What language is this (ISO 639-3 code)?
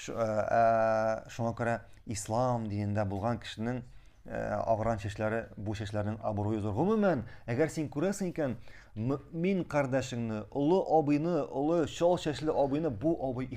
tat